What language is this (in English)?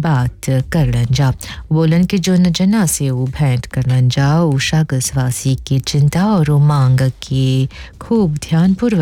Bhojpuri